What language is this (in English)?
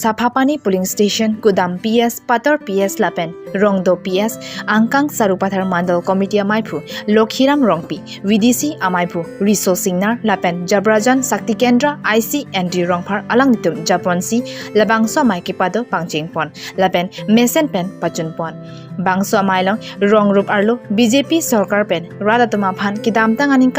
Karbi